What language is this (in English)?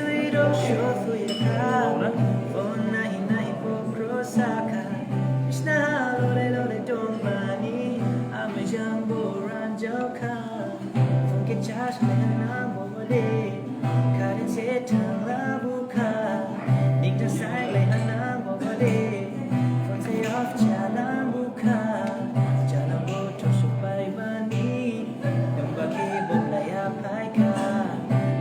Dimasa